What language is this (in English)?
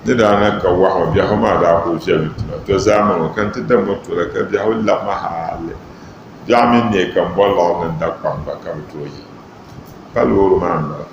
Dagbani